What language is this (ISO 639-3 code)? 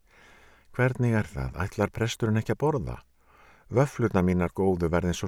isl